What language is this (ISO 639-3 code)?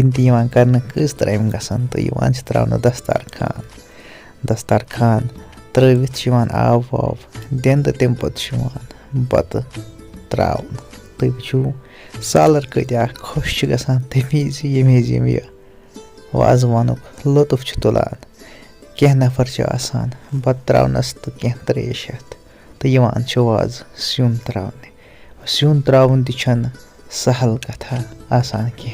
kas